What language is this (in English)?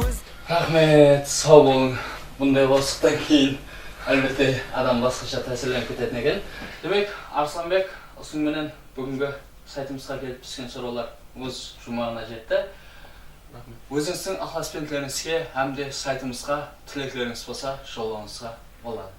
Kara-Kalpak